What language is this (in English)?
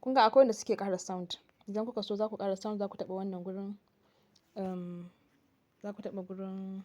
Hausa